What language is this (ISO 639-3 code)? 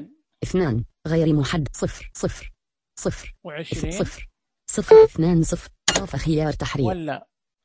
ars